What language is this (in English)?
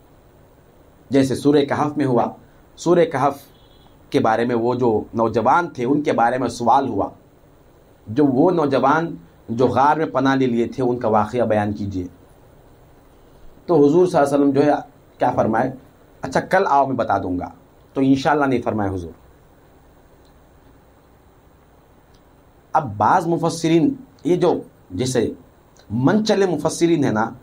Urdu